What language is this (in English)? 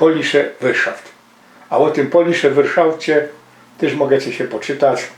Silesian